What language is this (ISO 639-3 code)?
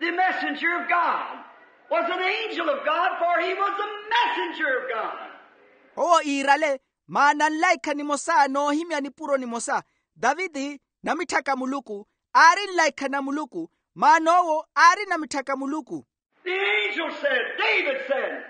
vmw